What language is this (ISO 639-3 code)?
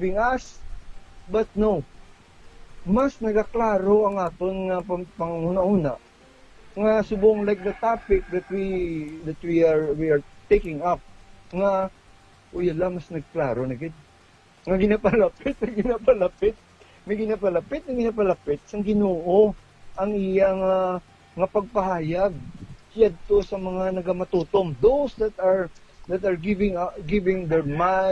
hil